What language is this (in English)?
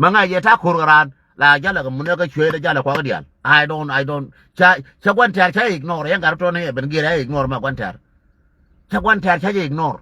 Nuer